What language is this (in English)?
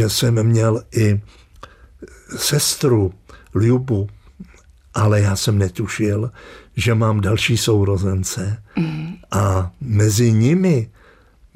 Czech